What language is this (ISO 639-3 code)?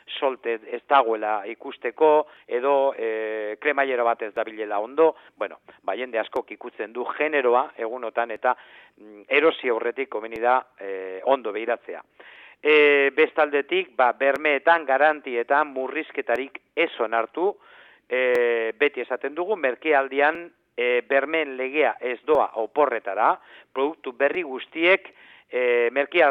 eus